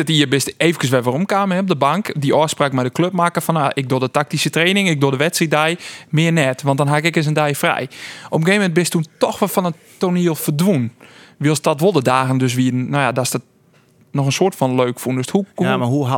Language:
Western Frisian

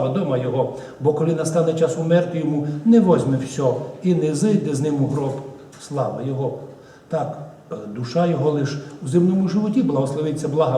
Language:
Rusyn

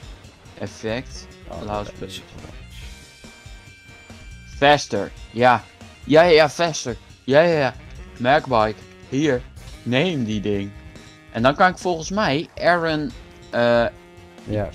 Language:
Dutch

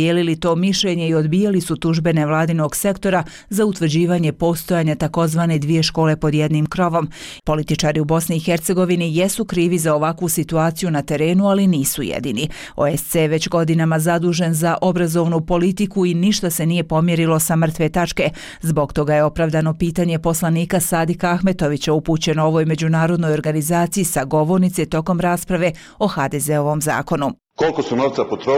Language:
Bosnian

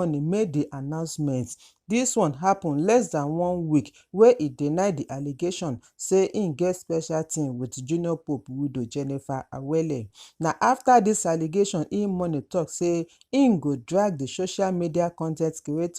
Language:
Nigerian Pidgin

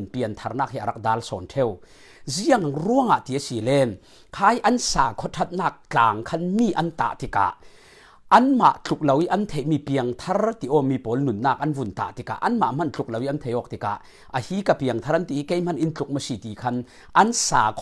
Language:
Falam Chin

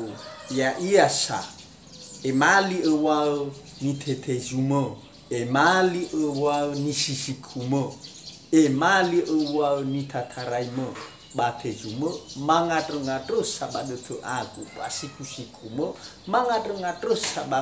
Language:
Nias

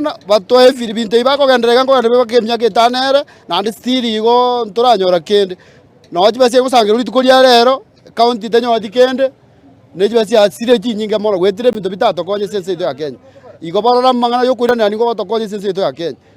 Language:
Gusii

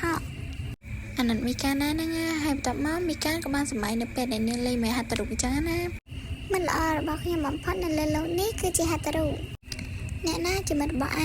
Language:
Khmer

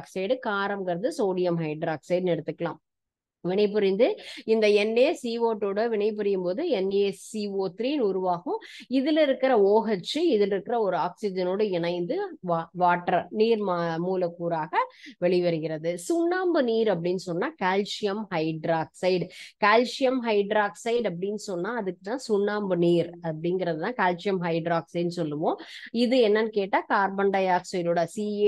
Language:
Tamil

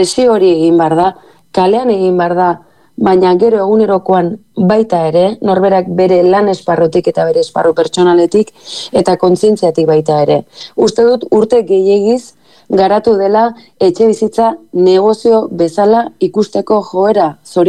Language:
Basque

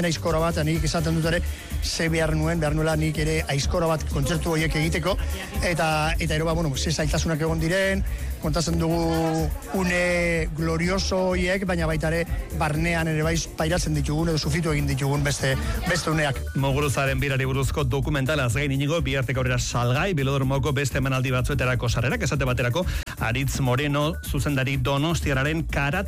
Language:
Basque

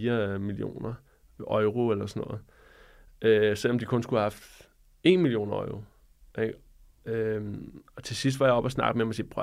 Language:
Danish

